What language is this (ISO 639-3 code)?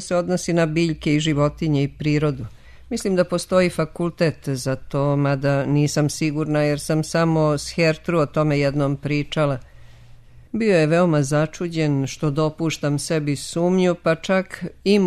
srp